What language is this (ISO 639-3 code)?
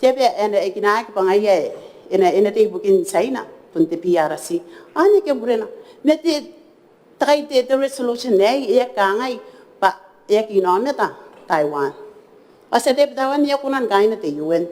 gil